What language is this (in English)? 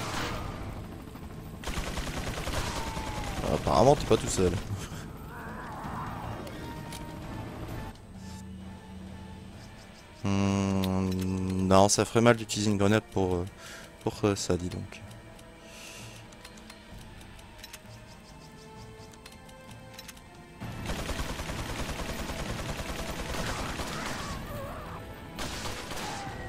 French